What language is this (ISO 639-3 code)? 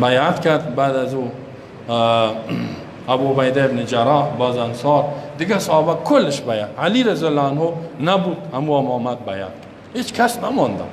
fas